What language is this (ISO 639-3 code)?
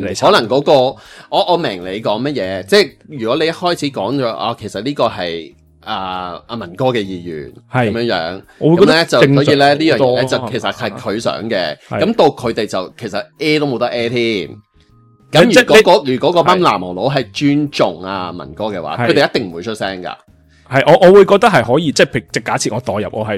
yue